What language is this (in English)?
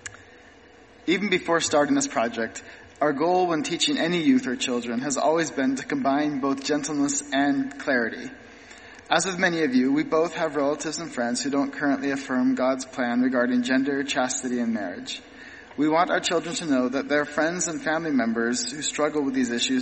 English